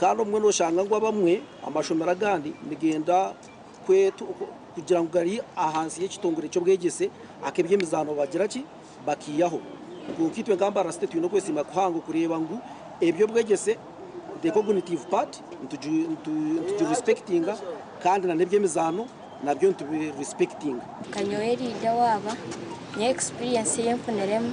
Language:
Nyankole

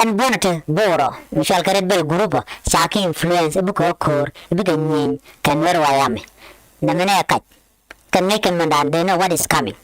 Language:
Nuer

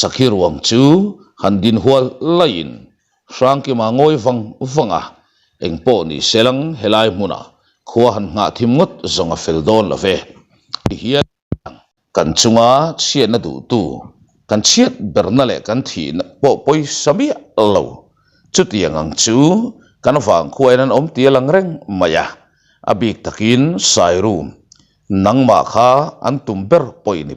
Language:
Mizo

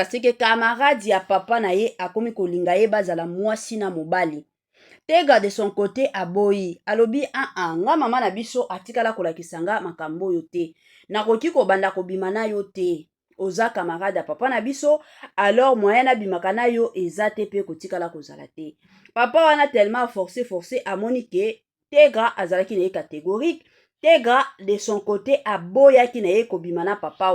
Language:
Lingala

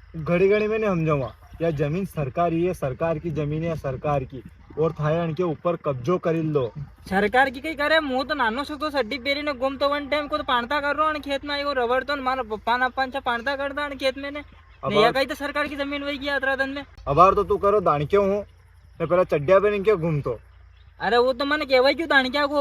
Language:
Rajasthani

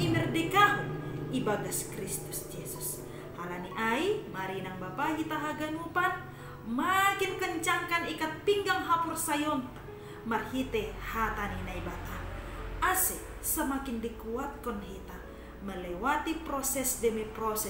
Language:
Batak Simalungun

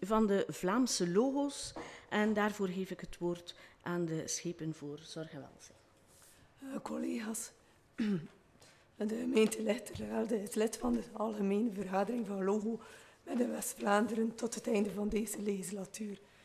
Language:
Dutch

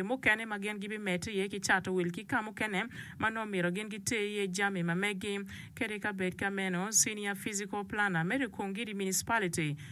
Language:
Acoli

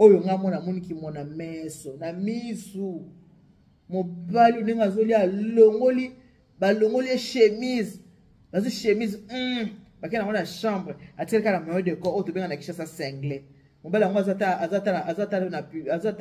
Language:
Lingala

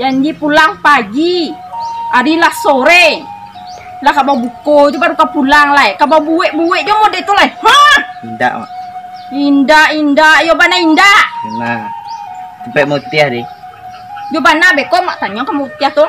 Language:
Minangkabau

